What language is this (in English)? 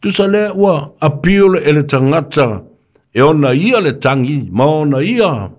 Samoan